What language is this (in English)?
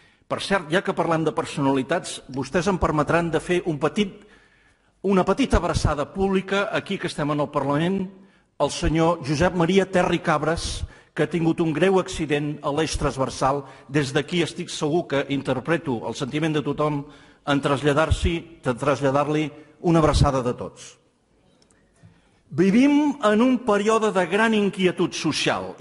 Catalan